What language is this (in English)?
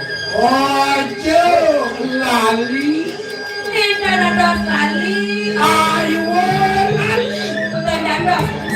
Balinese